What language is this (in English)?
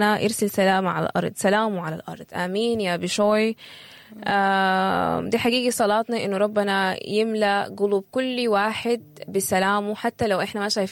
Sudanese Arabic